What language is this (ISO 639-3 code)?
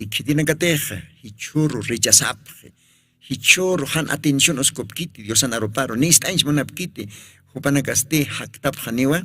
aym